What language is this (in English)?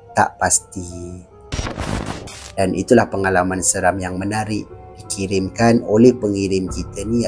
Malay